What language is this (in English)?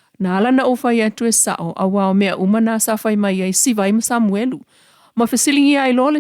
Samoan